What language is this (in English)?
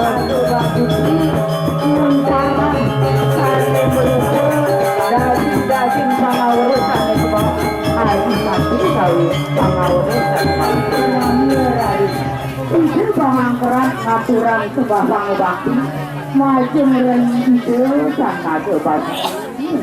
Balinese